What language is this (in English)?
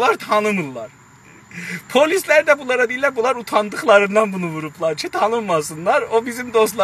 South Azerbaijani